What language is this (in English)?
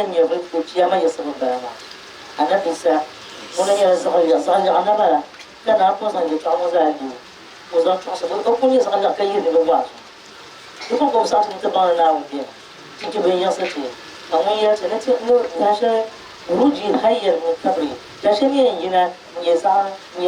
Dagbani